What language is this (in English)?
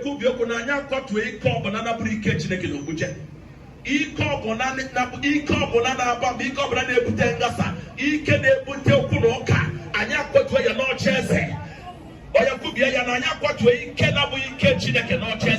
Igbo